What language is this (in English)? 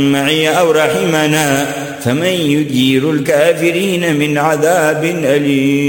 Arabic